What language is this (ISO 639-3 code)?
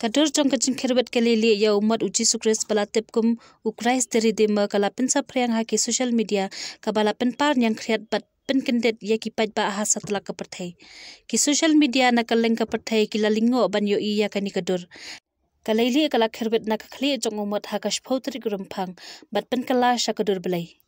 kha